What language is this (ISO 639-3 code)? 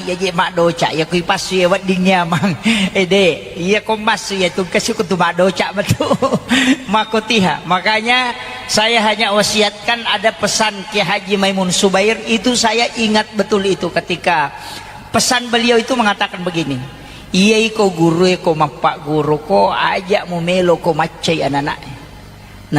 bug